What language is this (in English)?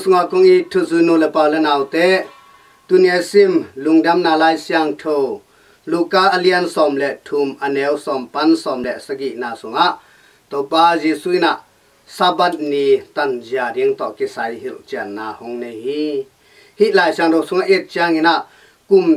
Tedim Chin